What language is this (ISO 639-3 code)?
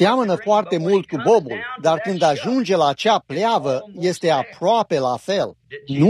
ron